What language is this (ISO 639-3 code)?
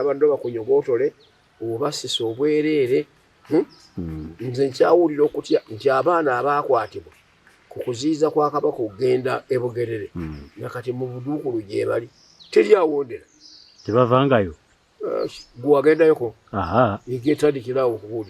lug